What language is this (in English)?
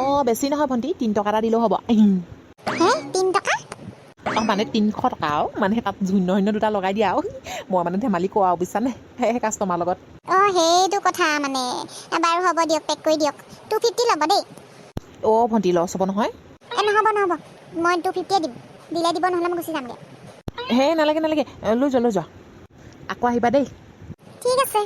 Assamese